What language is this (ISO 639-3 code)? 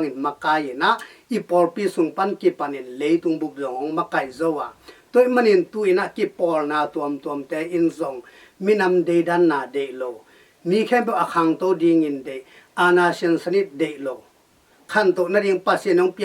ctd